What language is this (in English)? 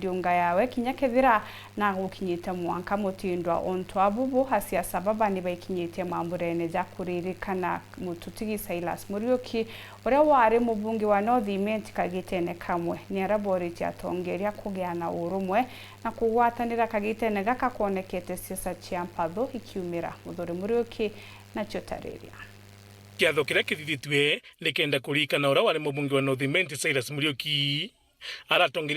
Meru